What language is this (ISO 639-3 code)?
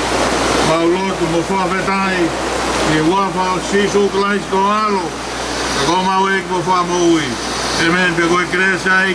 ton